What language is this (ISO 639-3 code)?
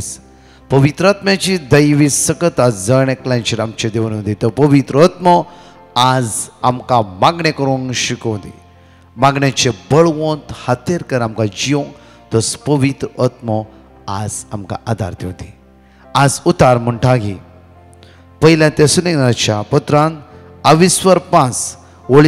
kok